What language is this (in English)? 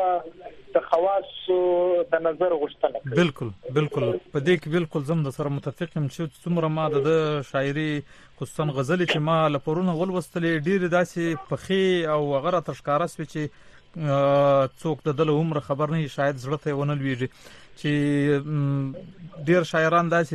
Pashto